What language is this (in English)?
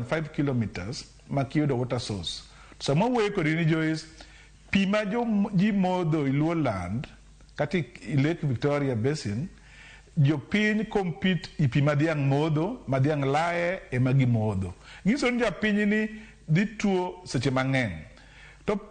Luo (Kenya and Tanzania)